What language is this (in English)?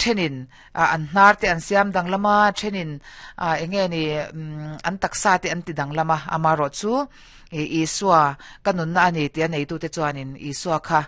Mizo